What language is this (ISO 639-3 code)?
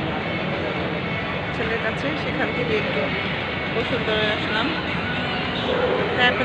ben